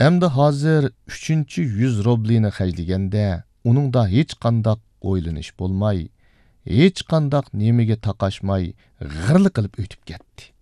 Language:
Uyghur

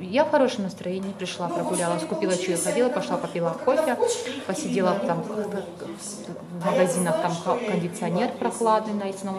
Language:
Russian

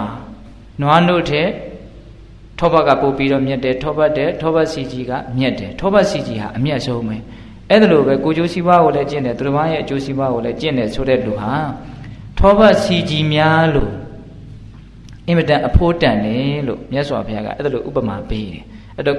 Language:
Burmese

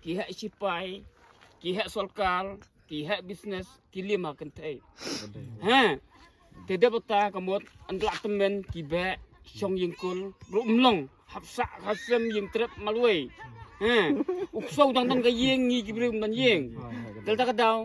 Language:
Khasi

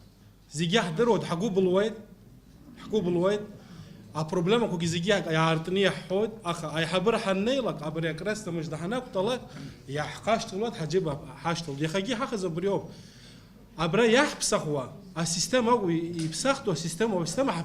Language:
Abkhazian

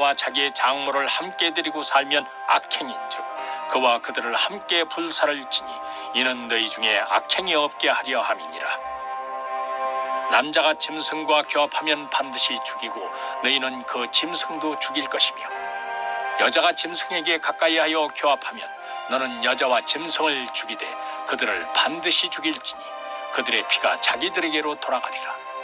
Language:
Korean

